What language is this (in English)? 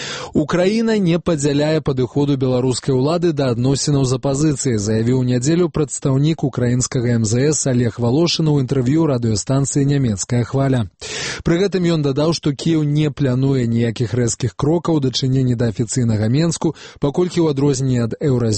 Belarusian